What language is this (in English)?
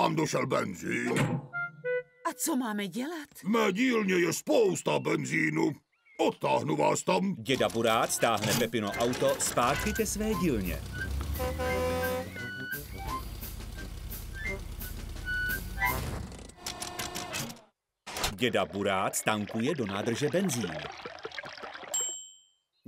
Czech